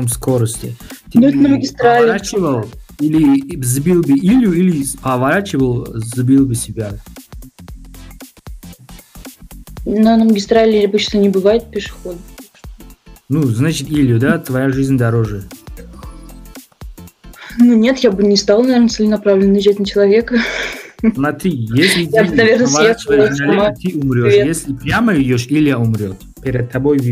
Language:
Russian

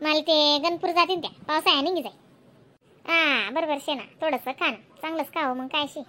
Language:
Khandesi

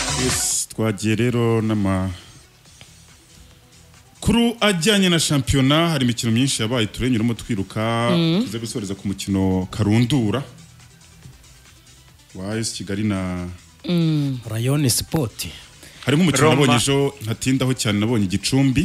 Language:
Kinyarwanda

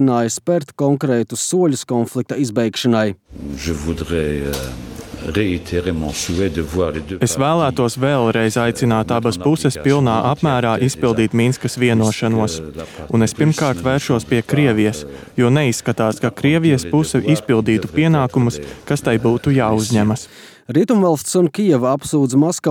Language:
Latvian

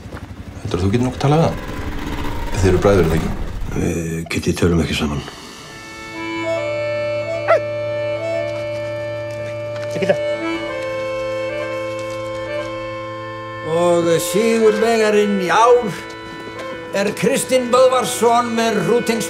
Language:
Icelandic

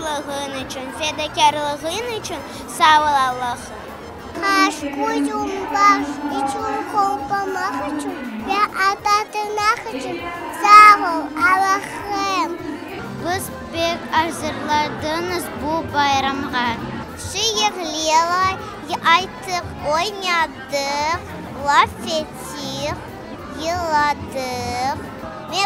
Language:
Crimean Tatar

